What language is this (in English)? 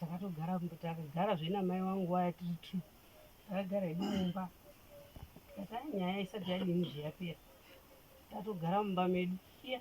Shona